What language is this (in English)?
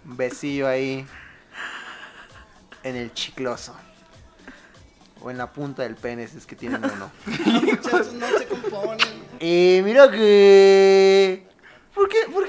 Spanish